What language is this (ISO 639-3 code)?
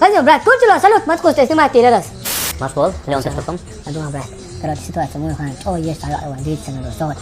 che